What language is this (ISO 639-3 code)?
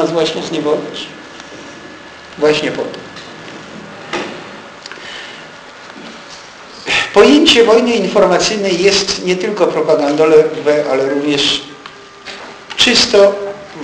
pol